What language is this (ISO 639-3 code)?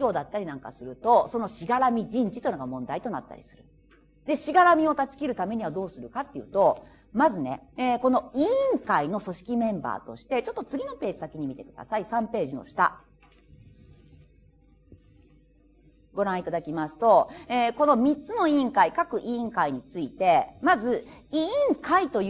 jpn